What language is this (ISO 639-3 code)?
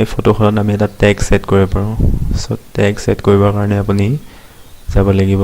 asm